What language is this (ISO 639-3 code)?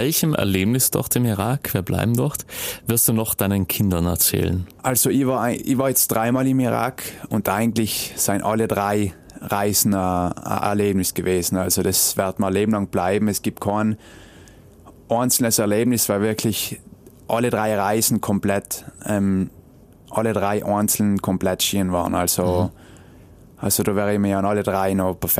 deu